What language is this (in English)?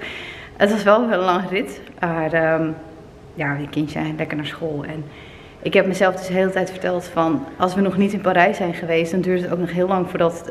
Dutch